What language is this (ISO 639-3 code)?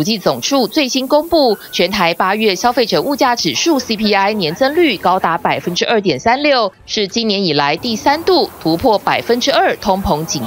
zho